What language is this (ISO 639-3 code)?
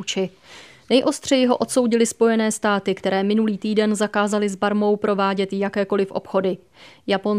ces